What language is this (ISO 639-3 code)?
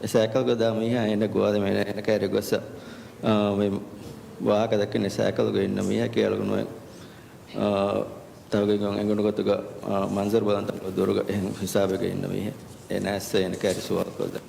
div